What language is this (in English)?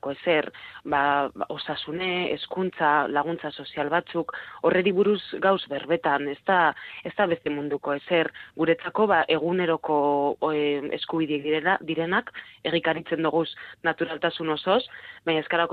Basque